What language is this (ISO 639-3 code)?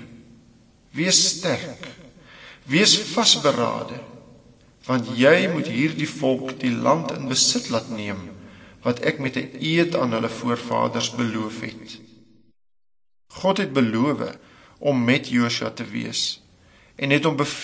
afr